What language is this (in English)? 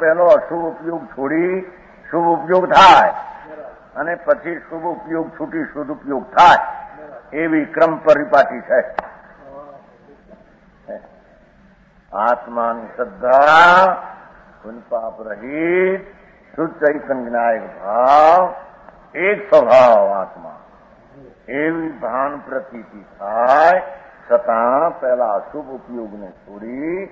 Gujarati